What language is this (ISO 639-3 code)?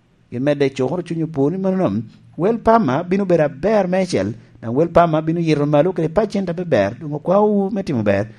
laj